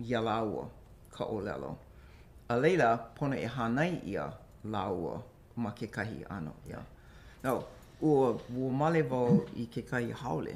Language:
Hawaiian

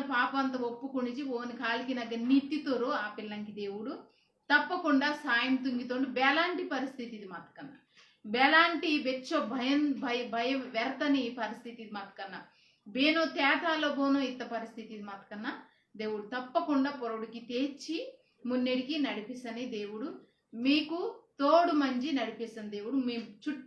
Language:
Koya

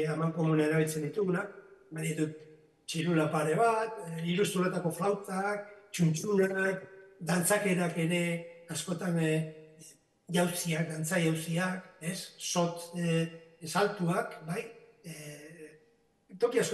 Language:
Basque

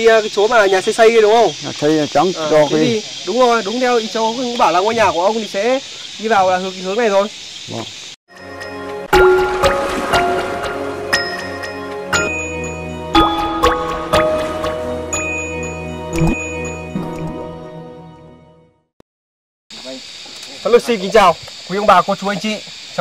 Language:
Vietnamese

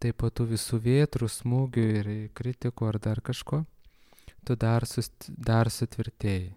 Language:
Lithuanian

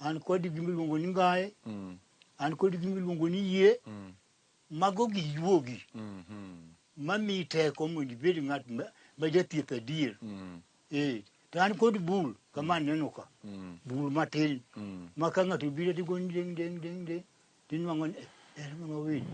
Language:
Luo (Kenya and Tanzania)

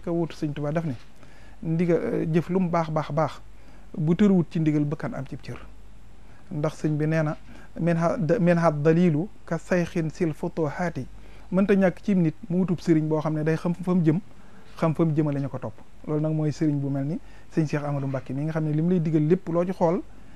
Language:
Wolof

